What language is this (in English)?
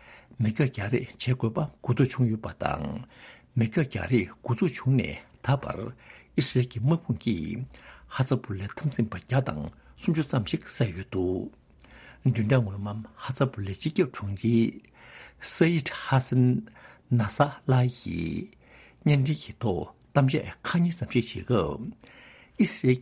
Tibetan